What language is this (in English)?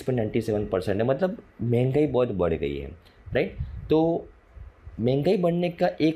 Hindi